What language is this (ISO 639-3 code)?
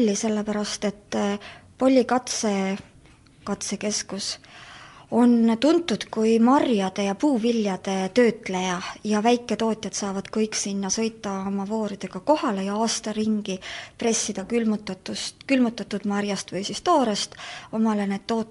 est